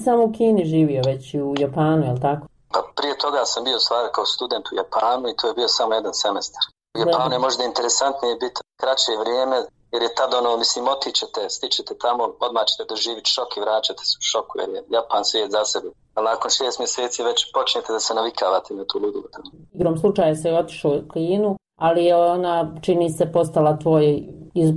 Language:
Bosnian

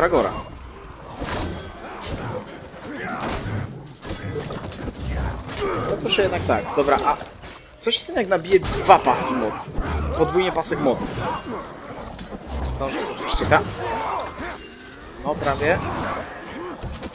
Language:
Polish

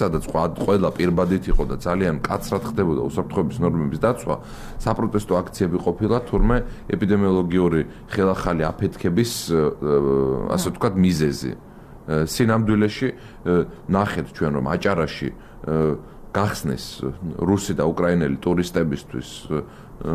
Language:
Georgian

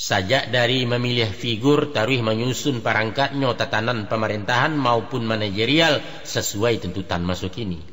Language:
Minangkabau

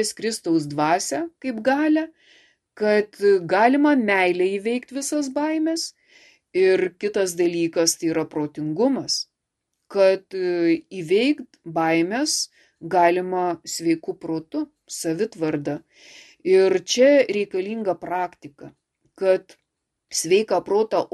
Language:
Lithuanian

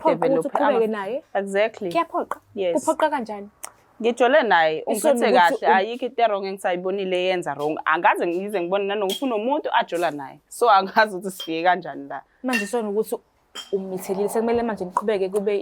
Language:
Zulu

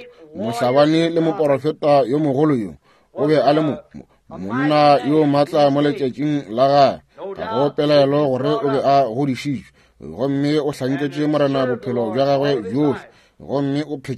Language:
Northern Sotho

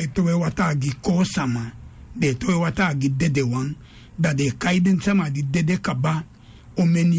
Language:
Sranan Tongo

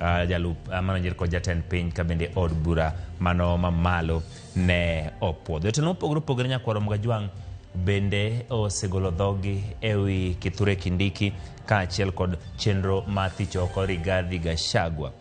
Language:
Luo (Kenya and Tanzania)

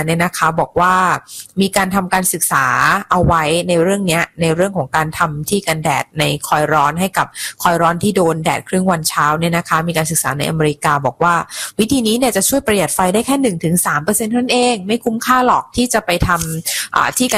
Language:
Thai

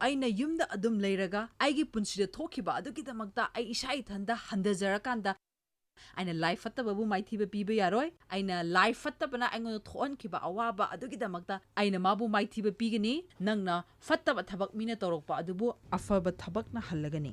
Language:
Manipuri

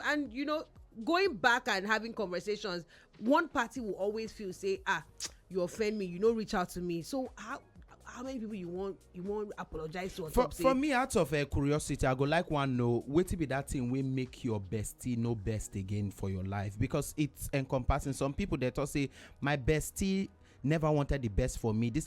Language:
Nigerian Pidgin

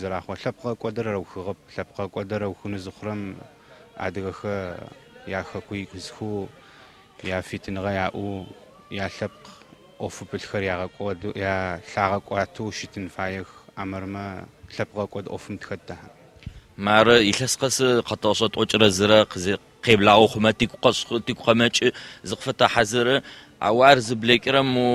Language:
Adyghe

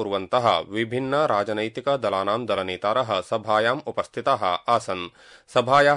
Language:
Sanskrit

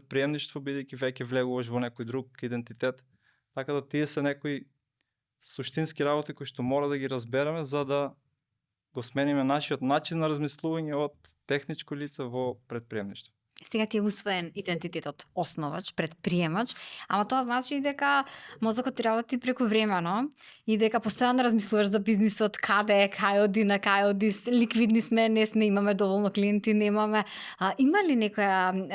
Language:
Macedonian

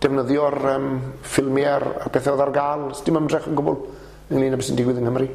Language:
Welsh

